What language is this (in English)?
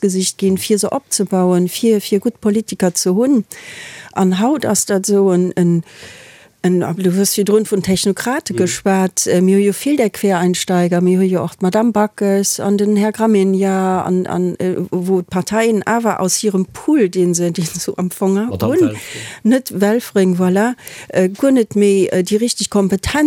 Luxembourgish